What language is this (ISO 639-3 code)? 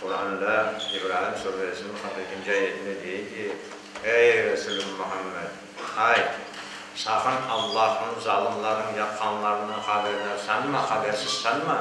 crh